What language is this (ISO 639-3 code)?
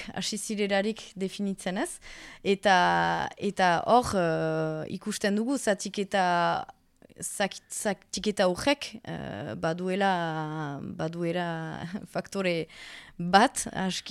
eus